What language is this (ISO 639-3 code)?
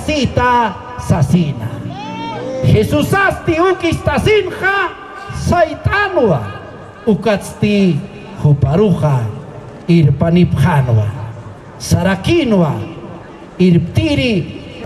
aym